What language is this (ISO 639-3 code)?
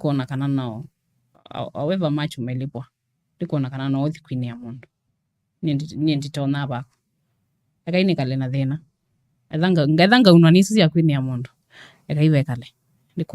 kam